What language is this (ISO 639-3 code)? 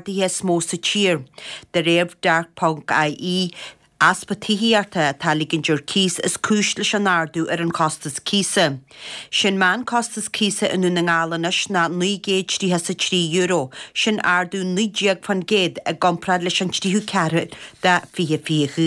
gle